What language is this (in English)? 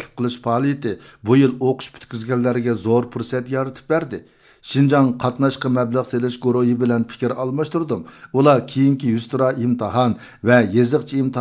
Uyghur